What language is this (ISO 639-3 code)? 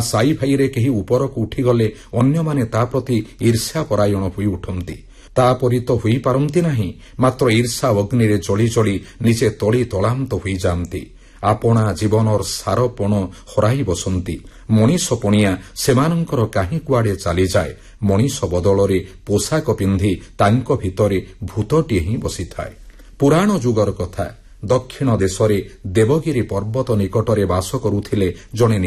ori